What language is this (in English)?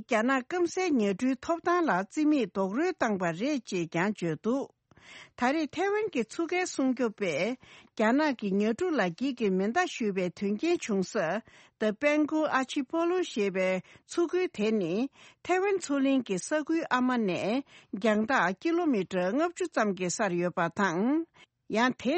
Tibetan